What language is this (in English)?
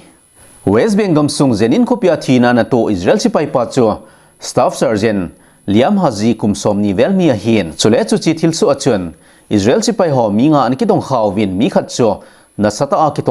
Thado Chin